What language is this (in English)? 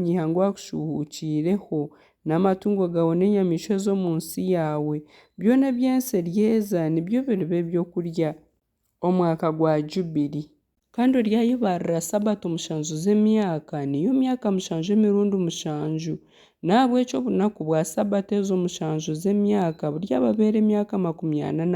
Nyankole